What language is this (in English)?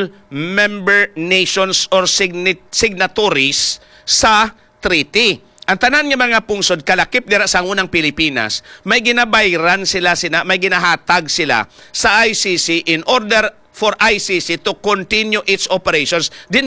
Hiligaynon